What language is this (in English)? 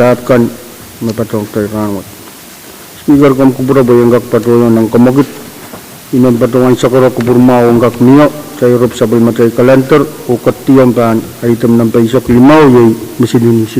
Pohnpeian